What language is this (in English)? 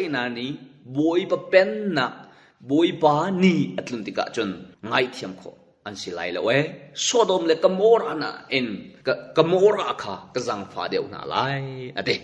Hakha Chin